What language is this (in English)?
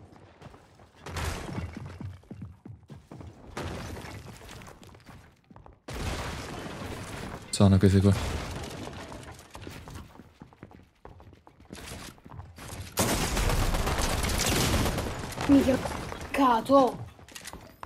Italian